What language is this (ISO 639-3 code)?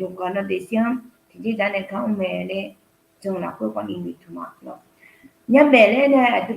ahk